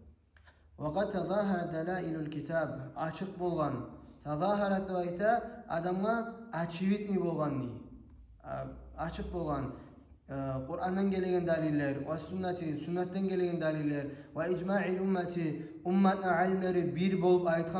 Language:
Kumyk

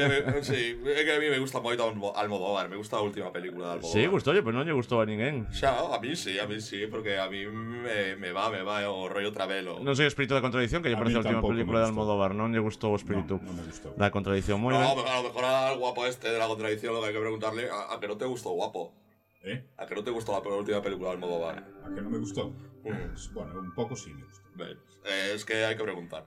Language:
Galician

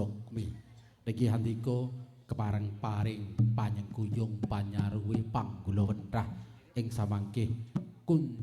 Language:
Javanese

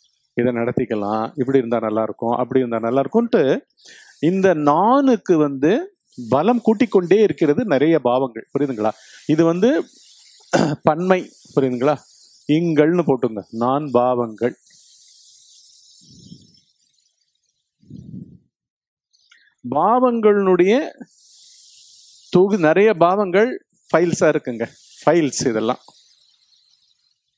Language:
Tamil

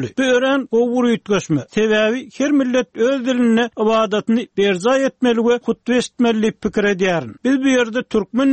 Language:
Turkmen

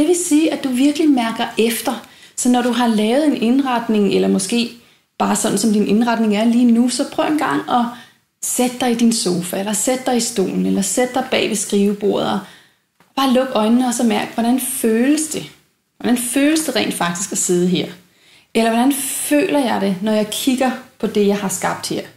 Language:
Danish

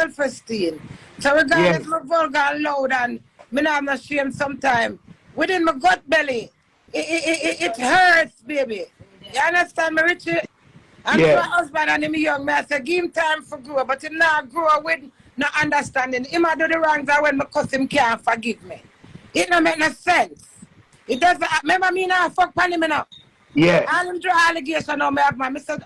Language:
Jamaican Creole English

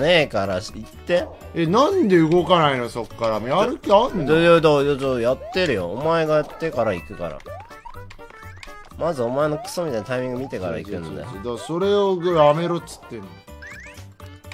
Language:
Japanese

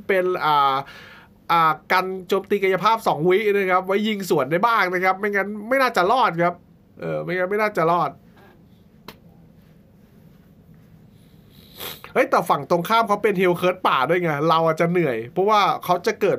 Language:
Thai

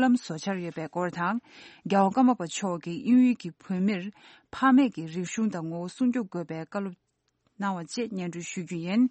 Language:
Tibetan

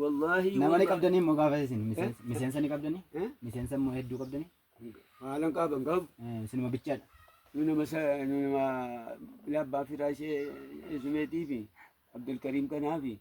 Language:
Oromo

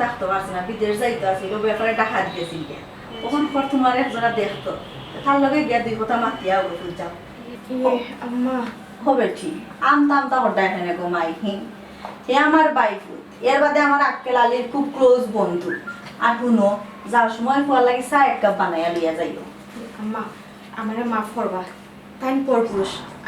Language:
Sylheti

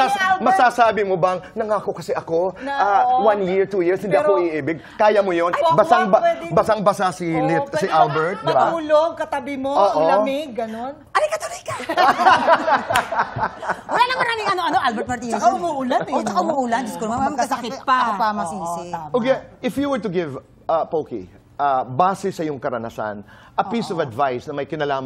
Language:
Filipino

